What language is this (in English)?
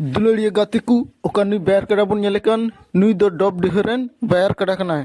Santali